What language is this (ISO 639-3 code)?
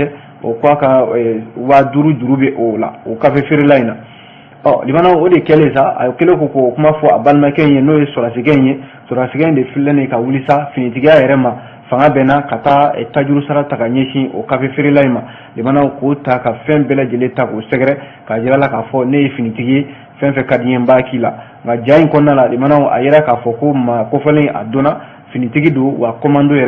bam